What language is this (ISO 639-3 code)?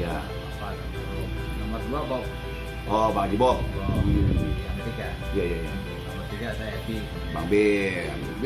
bew